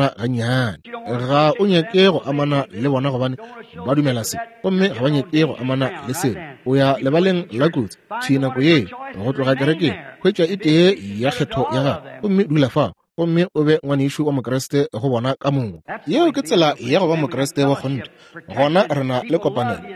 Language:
Northern Sotho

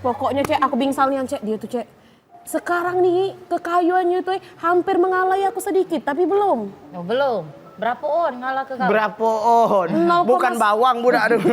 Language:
Musi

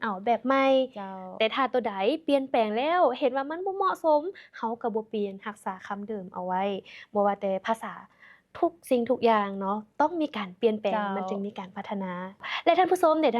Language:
Lao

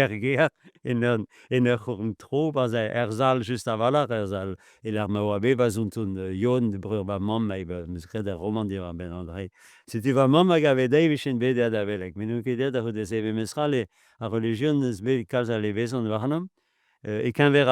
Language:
Breton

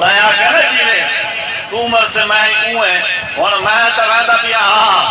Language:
Saraiki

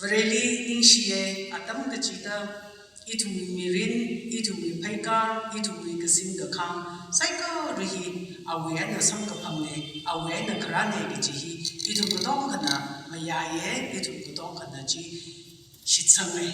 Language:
Tangkhul Naga (India)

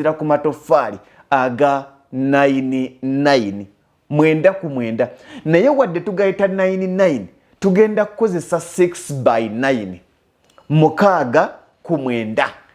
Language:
Ganda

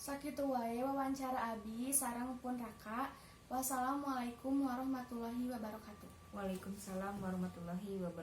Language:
Sundanese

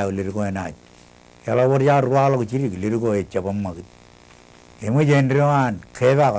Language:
Marshallese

